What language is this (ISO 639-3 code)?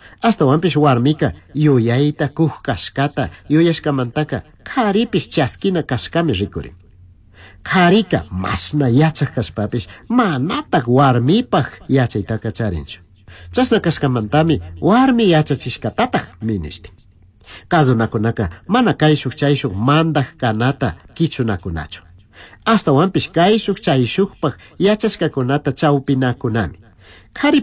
qug